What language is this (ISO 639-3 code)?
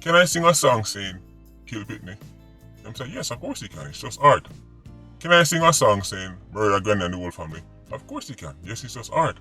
jam